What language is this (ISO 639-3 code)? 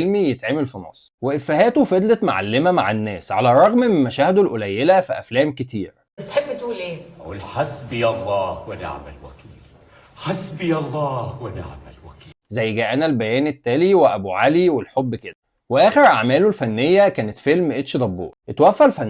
arz